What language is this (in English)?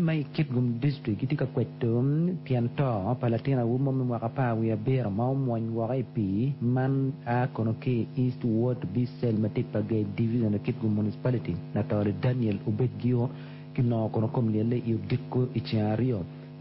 Acoli